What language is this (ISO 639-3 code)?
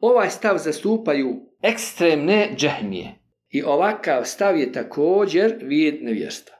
bos